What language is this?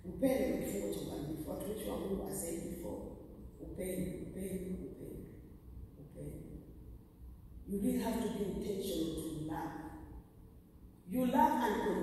Swahili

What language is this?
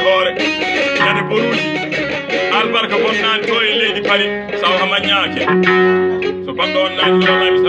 Fula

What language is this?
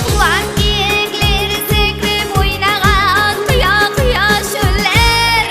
Kara-Kalpak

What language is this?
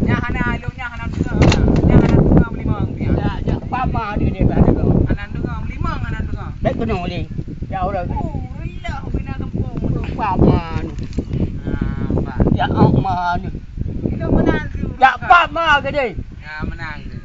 Achinese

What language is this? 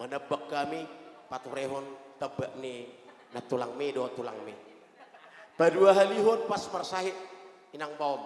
Batak Toba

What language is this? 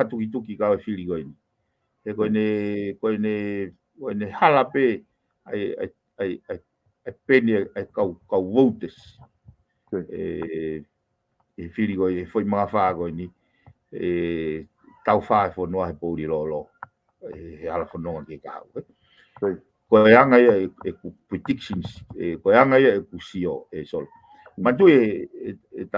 Tongan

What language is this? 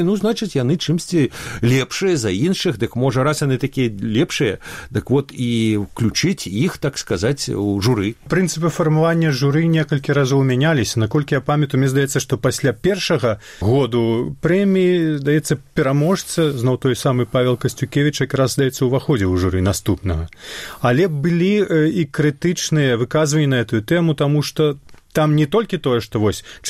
Belarusian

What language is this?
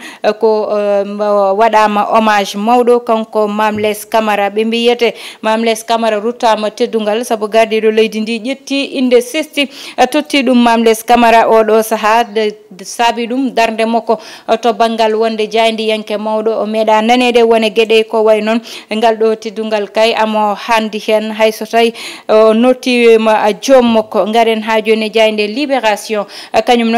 Fula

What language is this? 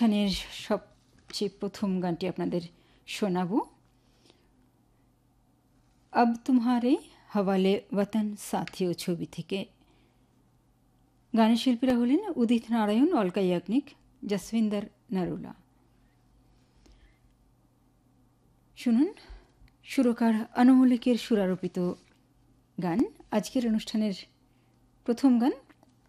Bangla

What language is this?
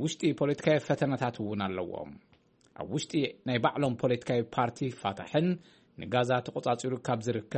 Tigrinya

